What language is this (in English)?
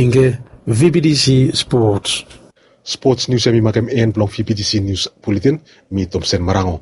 Bislama